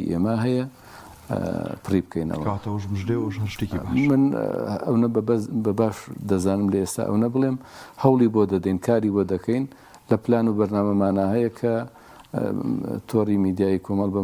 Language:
Central Kurdish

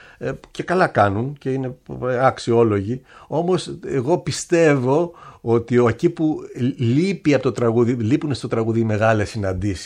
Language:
Greek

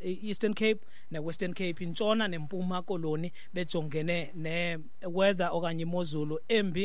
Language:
Xhosa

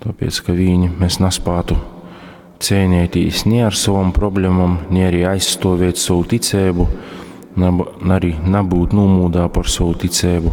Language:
Latgalian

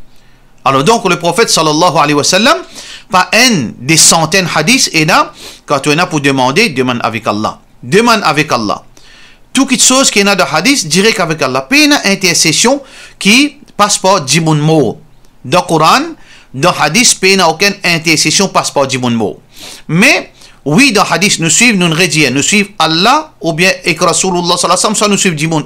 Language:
Morisyen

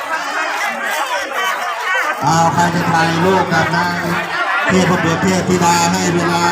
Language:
Lao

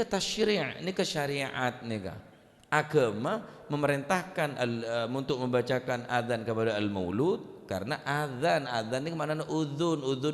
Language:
Madurese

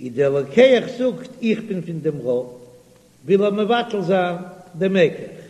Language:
Yiddish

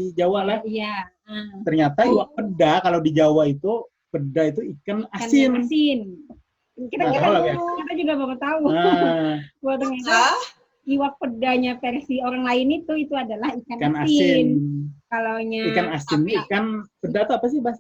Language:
Banjar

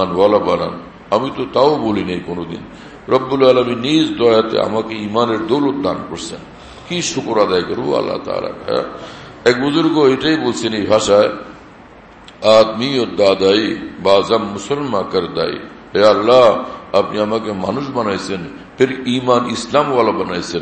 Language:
Bangla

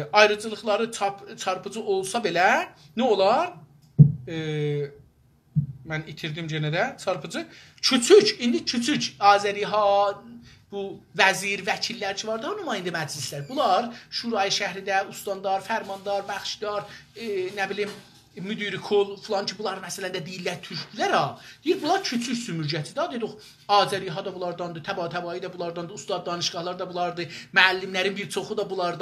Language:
South Azerbaijani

